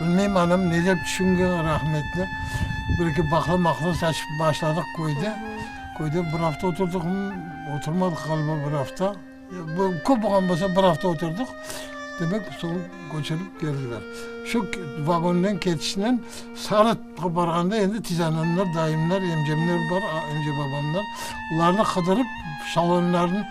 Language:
Crimean Tatar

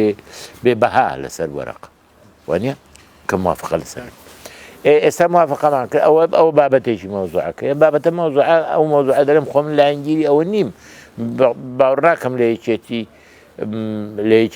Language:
Central Kurdish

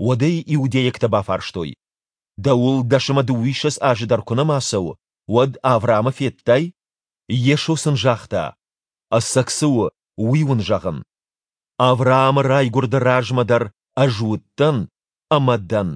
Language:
Ossetic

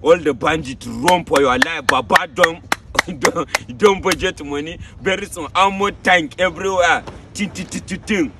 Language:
Nigerian Pidgin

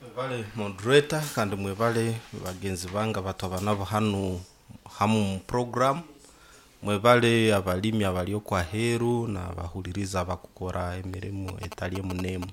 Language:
Nyoro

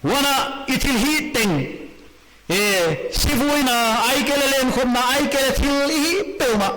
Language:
Paite Chin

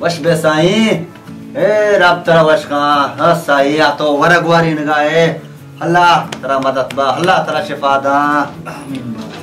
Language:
Baluchi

